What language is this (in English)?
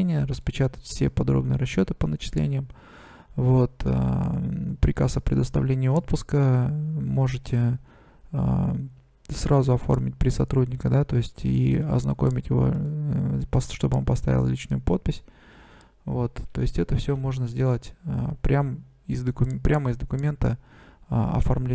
Russian